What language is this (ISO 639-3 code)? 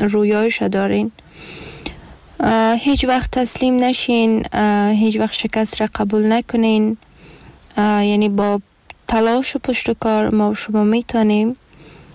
fas